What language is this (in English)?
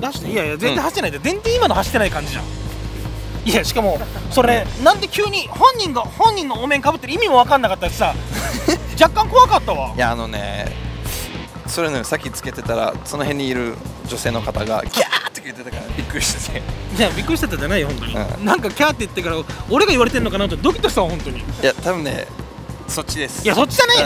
Japanese